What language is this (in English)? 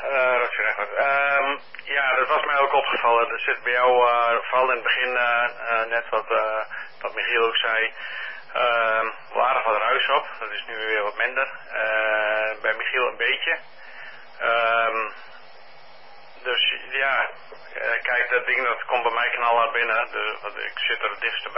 Dutch